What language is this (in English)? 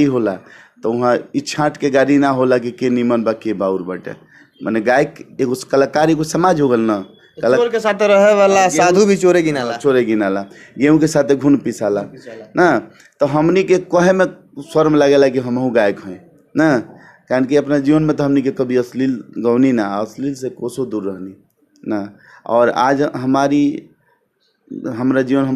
Bhojpuri